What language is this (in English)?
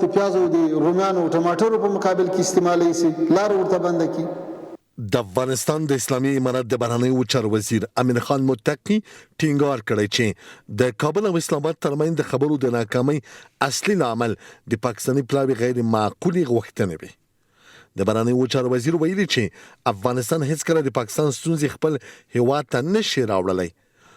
Pashto